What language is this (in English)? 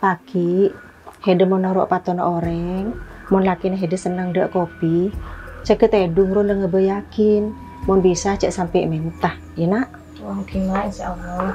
Madurese